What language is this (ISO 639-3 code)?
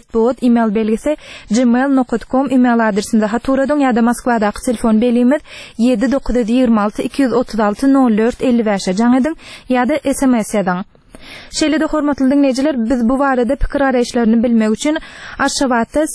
tuk